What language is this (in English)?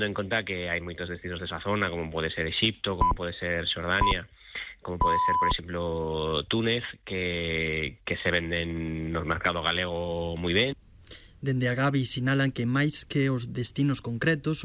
Galician